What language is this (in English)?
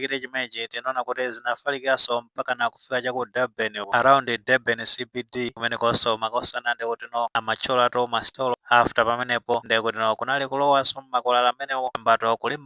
Nyanja